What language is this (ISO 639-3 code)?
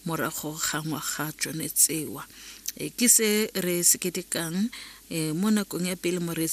tsn